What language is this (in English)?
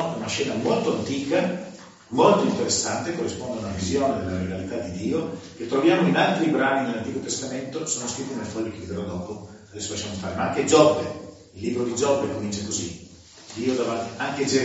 Italian